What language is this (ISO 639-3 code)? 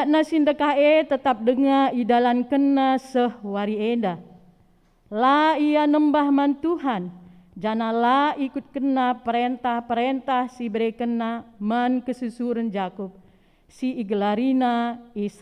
btx